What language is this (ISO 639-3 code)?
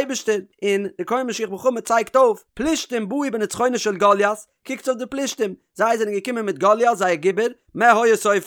yid